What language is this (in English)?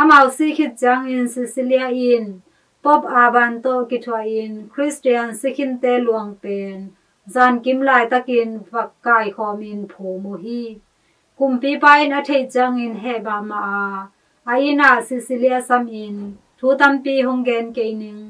Tedim Chin